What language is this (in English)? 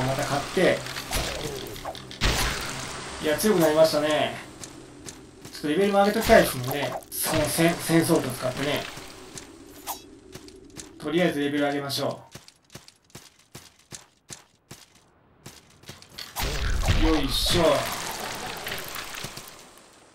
Japanese